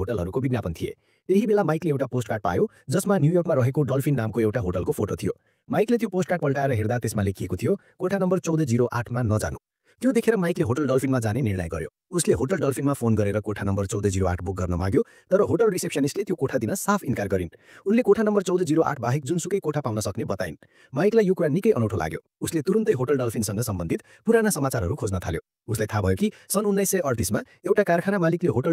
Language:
Nepali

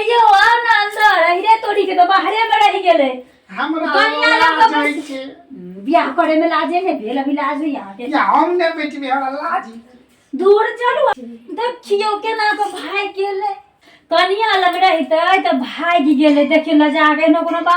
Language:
Maithili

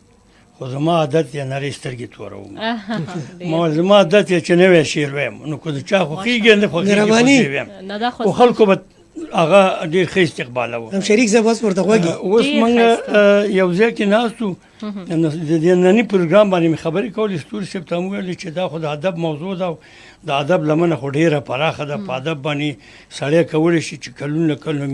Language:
Pashto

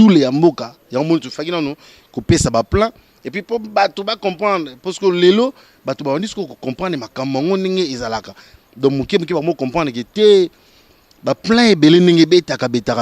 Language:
Lingala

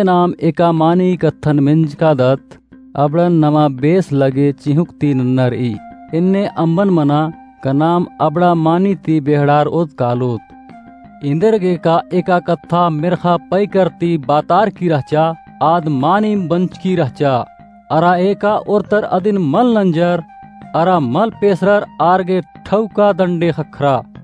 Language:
Kurukh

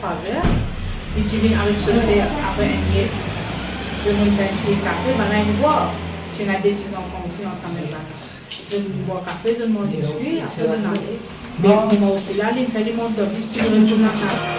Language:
Morisyen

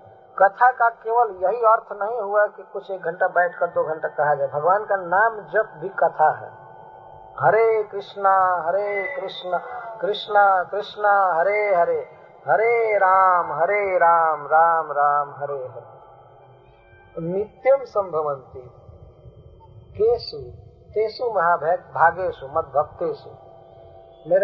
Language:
Hindi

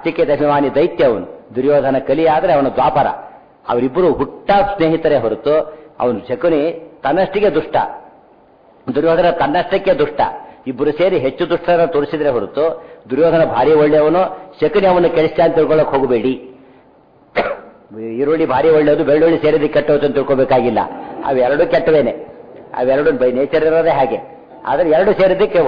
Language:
Kannada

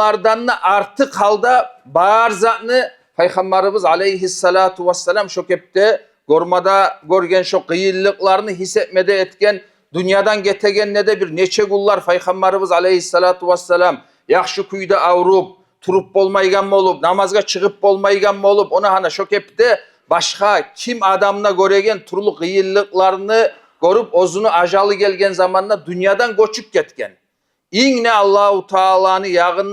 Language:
Kumyk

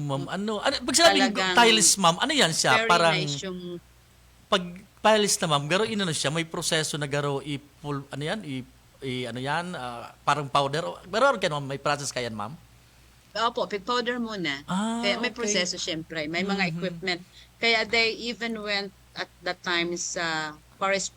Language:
Bikol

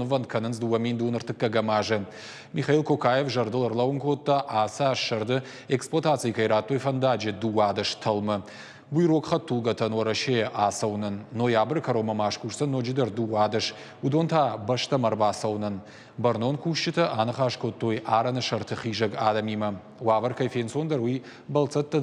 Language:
Ossetic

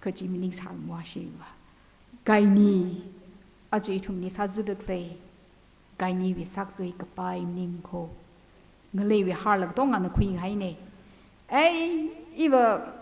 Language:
Tangkhul Naga (India)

